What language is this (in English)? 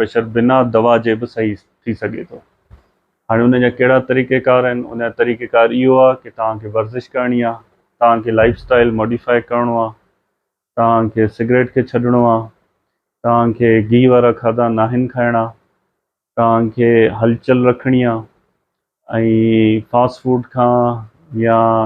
Sindhi